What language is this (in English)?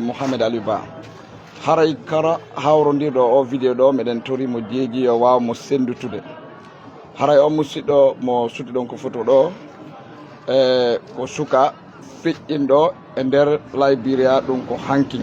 Fula